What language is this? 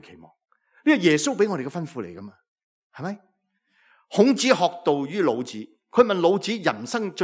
Cantonese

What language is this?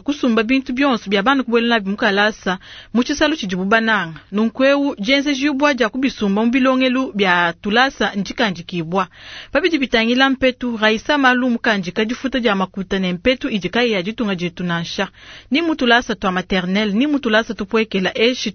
Luba-Lulua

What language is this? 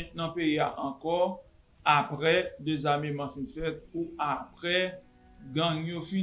Haitian Creole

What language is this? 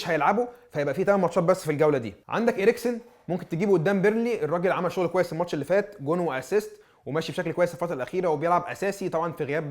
Egyptian Arabic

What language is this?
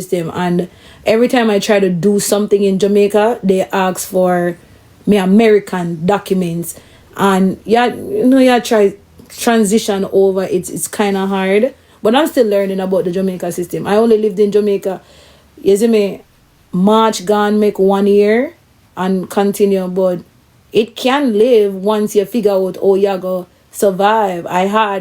Jamaican Creole English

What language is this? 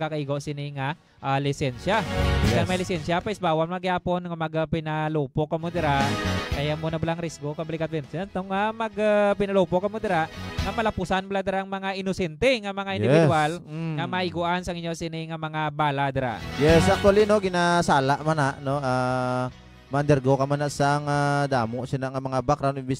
Hiligaynon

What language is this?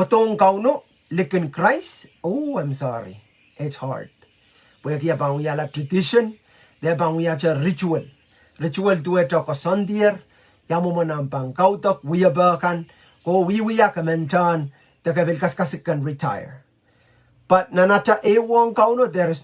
Pohnpeian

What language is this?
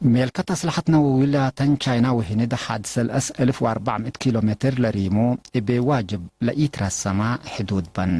Tigre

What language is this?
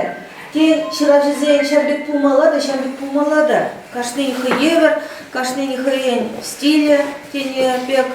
Chuvash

